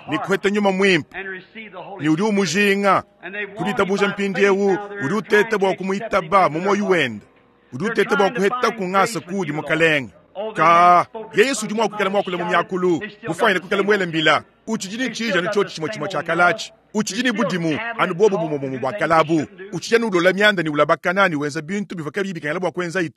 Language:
Luba-Lulua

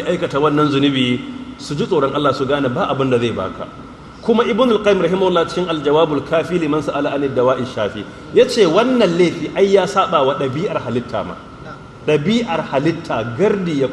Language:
Hausa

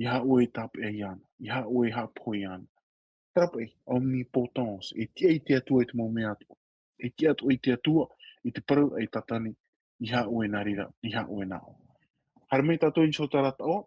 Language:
Tahitian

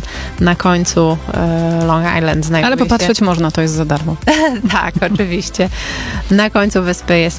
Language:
Polish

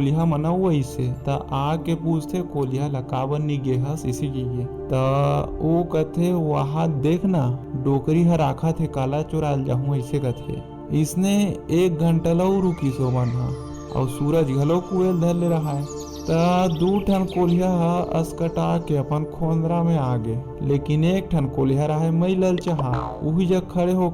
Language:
Chhattisgarhi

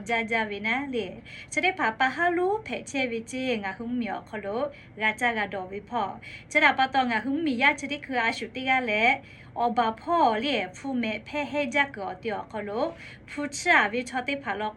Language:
Lahu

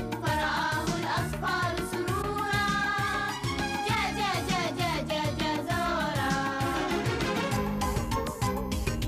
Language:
Arabic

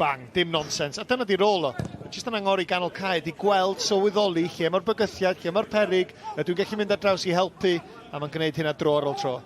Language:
Welsh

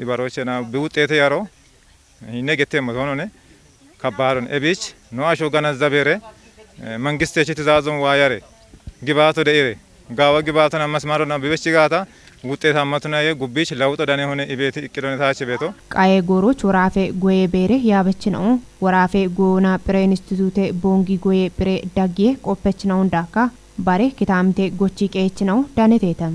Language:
Kafa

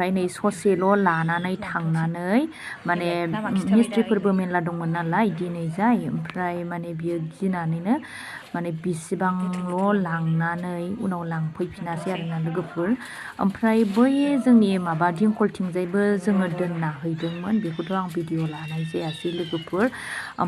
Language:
Bodo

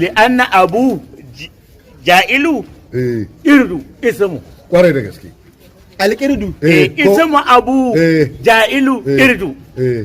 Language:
Hausa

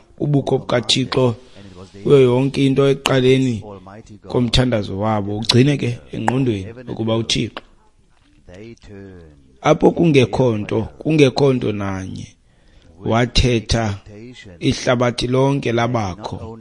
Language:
Xhosa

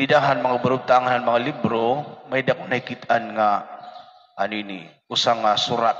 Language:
Waray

